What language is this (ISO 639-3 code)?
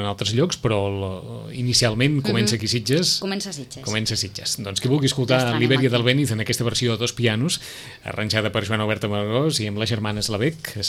cat